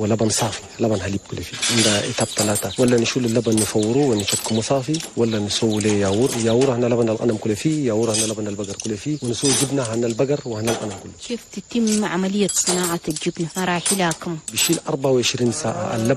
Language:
Chadian Arabic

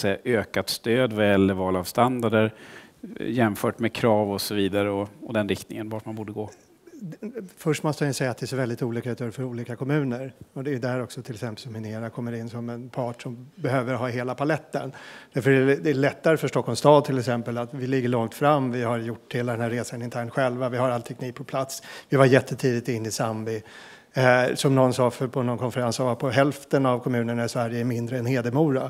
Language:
Swedish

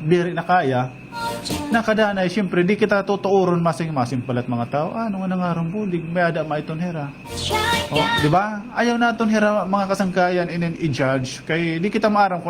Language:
Waray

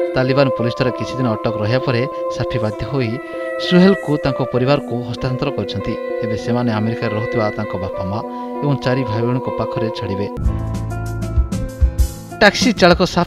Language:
Odia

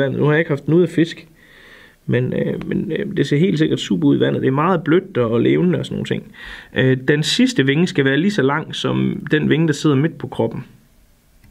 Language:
Danish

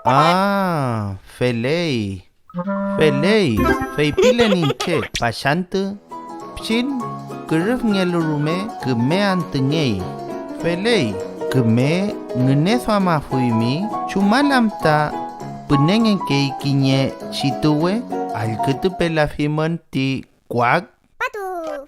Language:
Mapuche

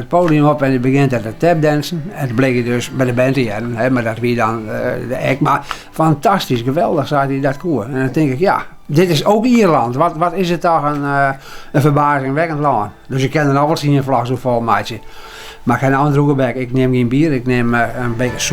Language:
Western Frisian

